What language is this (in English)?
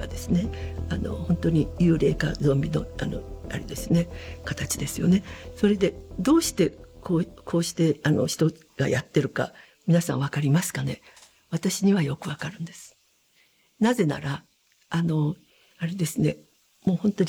Japanese